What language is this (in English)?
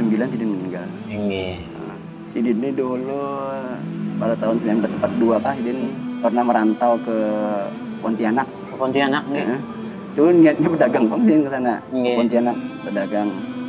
Banjar